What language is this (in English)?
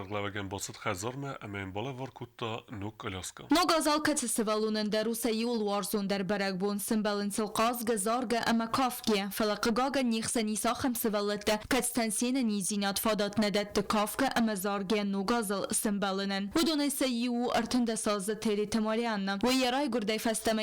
Ossetic